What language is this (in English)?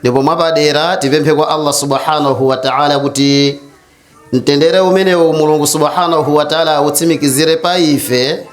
Nyanja